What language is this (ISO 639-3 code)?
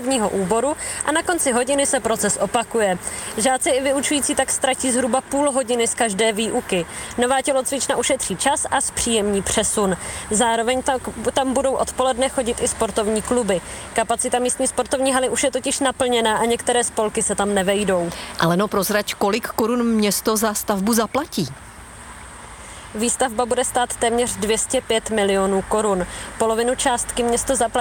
ces